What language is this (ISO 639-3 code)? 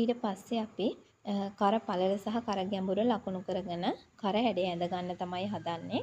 sin